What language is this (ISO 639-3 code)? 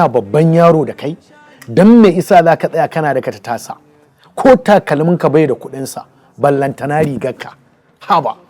hau